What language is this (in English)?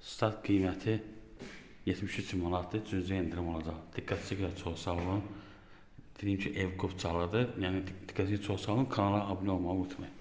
Azerbaijani